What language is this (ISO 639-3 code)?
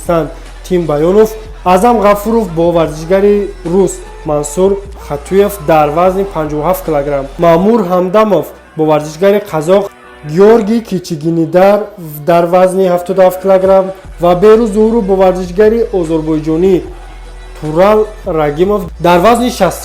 tgk